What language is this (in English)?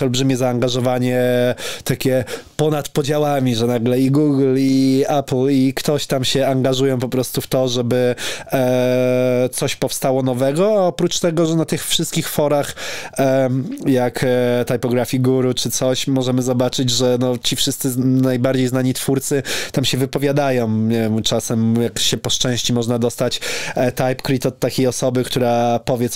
Polish